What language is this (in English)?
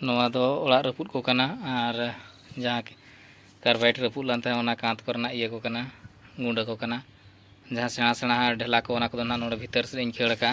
Santali